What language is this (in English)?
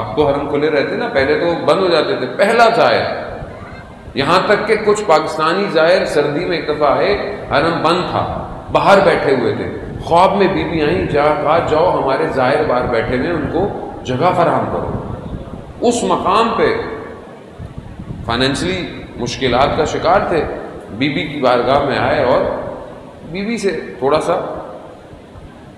Urdu